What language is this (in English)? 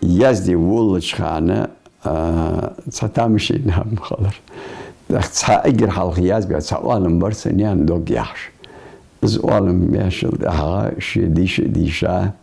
Ingush